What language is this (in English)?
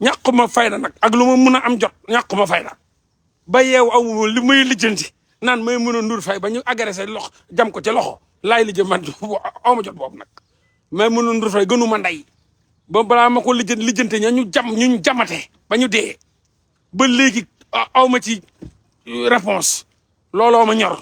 Wolof